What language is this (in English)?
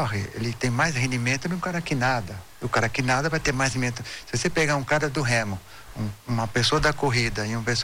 Portuguese